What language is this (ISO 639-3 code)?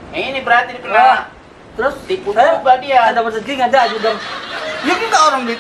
bew